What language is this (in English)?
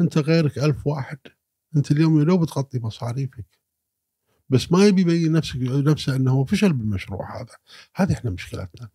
Gulf Arabic